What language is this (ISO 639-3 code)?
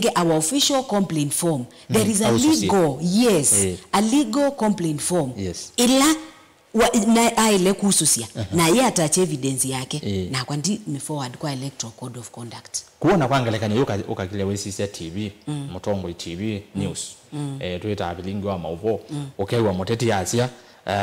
kam